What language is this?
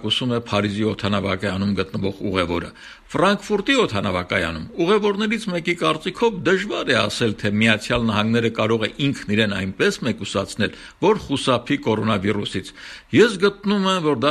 Armenian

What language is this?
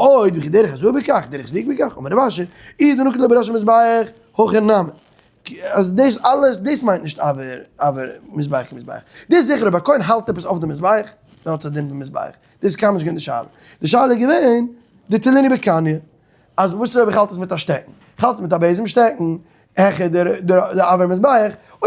Yiddish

